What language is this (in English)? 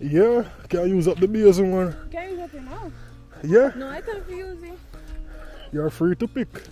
Jamaican Creole English